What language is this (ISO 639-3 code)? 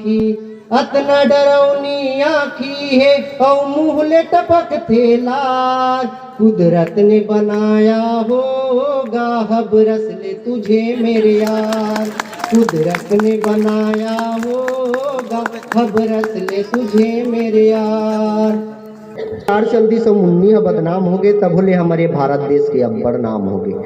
hne